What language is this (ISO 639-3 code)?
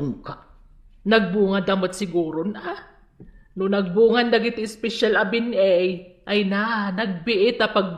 ilo